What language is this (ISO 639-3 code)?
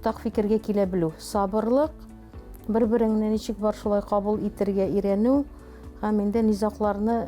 tat